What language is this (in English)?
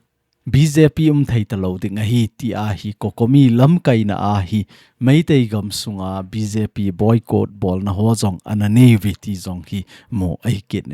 Thado Chin